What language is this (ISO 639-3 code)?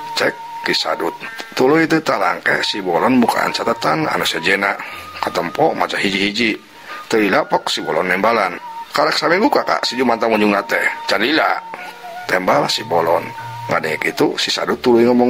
sun